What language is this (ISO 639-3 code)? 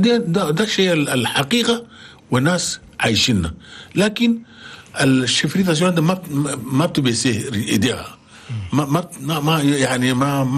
shu